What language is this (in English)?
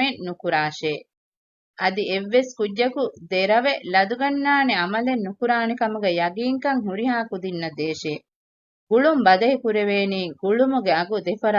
Divehi